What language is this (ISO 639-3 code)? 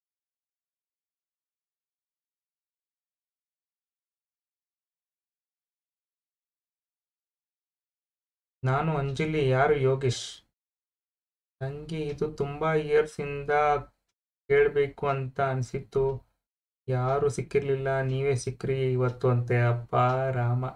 kan